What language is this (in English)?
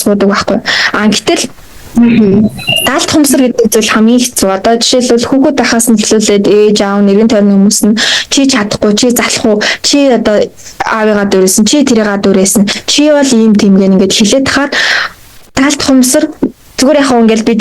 Mongolian